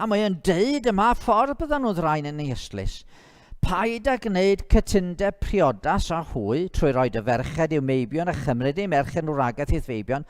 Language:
Welsh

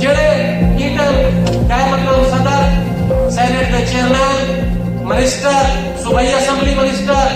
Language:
Saraiki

